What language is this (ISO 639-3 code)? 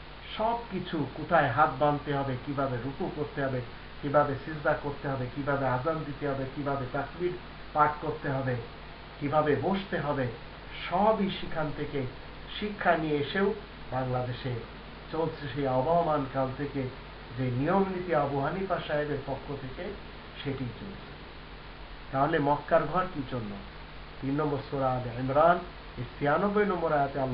ben